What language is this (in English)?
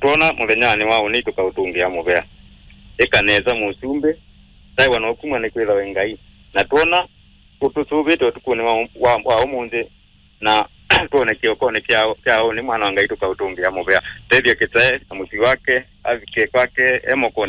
Kamba